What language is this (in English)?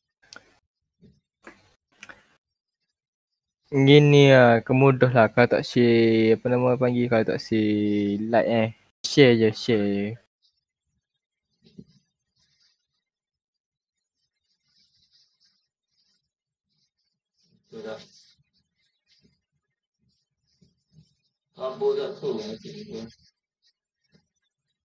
Malay